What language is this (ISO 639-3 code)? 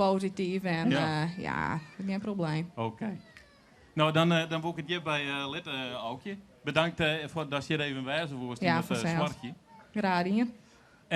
fry